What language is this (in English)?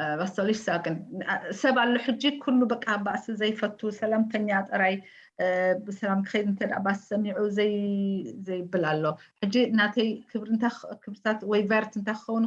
Tigrinya